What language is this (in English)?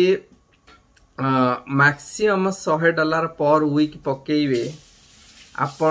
Odia